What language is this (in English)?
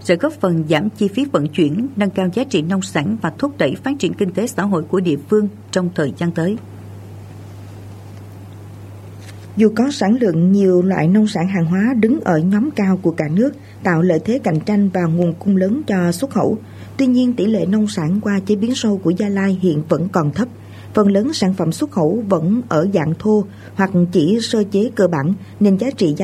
Vietnamese